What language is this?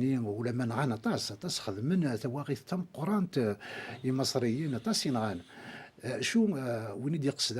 Kabyle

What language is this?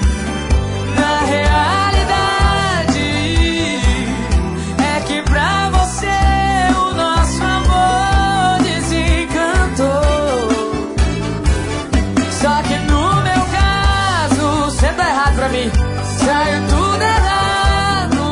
Portuguese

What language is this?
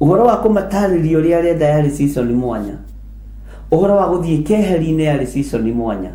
Kikuyu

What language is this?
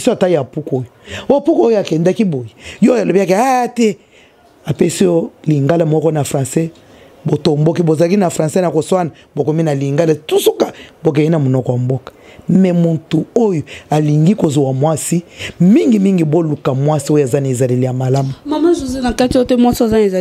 Lingala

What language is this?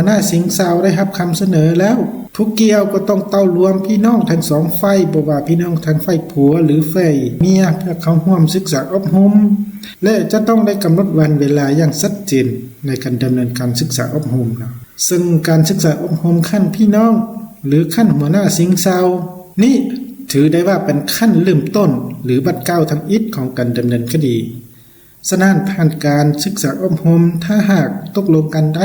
Lao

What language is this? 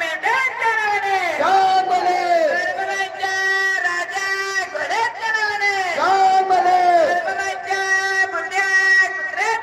Marathi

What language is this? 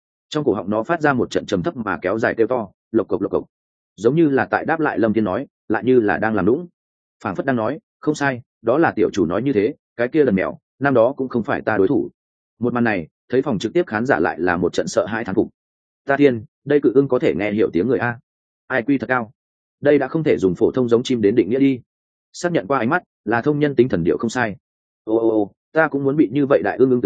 Vietnamese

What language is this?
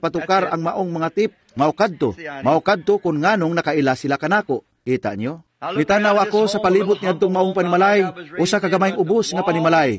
Cebuano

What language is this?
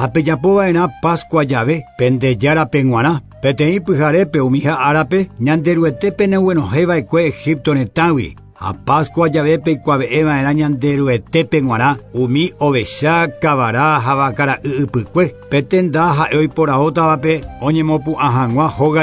Guarani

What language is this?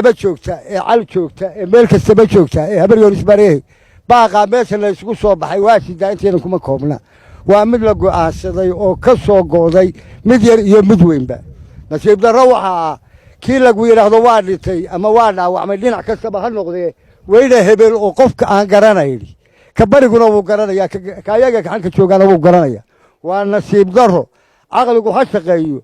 Somali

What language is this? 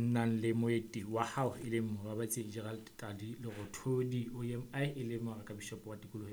Southern Sotho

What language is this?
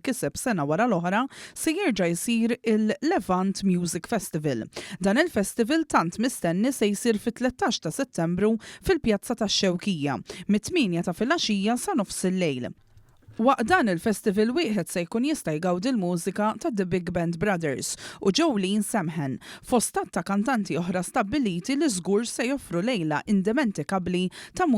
Maltese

